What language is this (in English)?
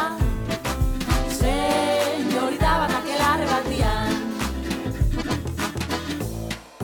Basque